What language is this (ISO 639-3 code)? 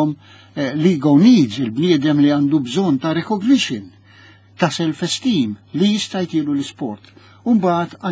mlt